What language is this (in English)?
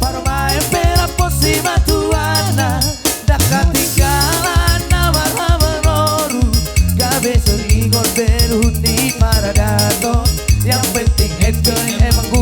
Batak Toba